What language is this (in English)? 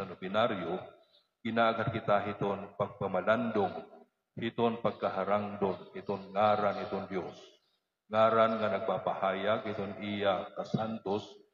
Waray